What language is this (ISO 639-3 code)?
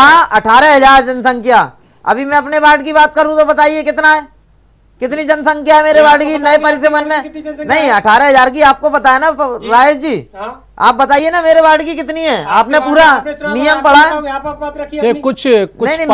hin